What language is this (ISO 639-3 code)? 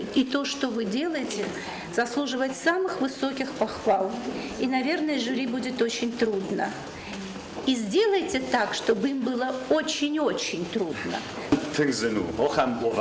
oss